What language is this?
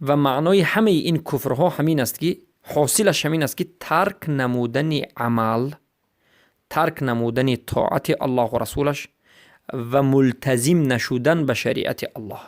Persian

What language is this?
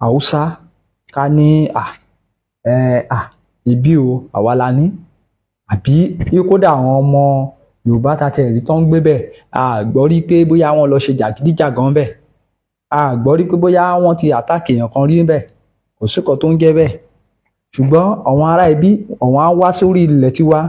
Yoruba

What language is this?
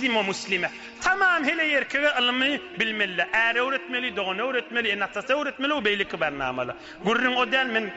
Turkmen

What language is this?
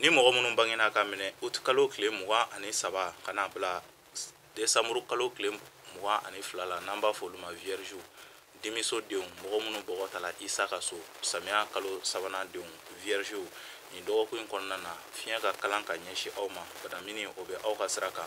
Bambara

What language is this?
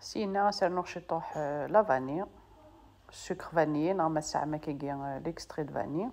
Kabyle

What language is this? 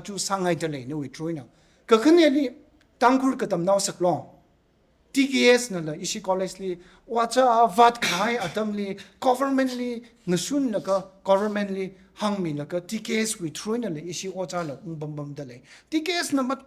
Tangkhul Naga (India)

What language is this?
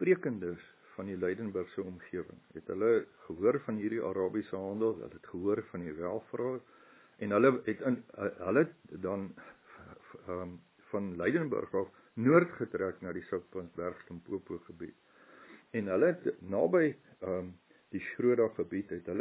Afrikaans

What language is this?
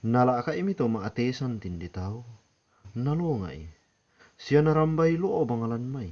Toraja-Sa'dan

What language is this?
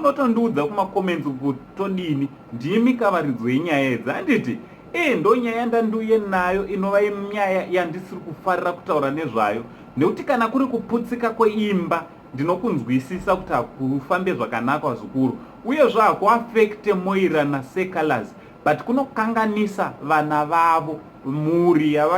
Shona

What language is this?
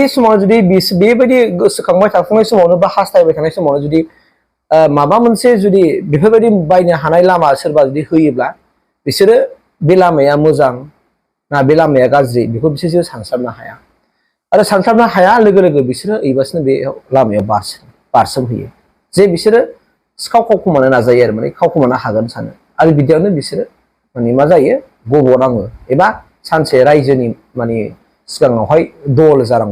Bodo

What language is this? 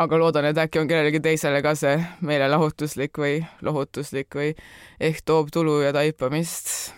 Estonian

